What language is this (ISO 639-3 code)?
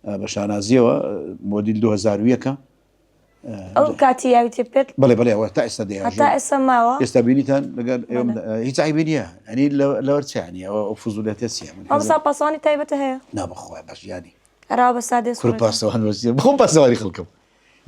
ckb